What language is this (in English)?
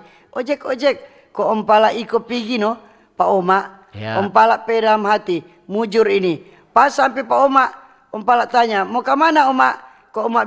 Manado Malay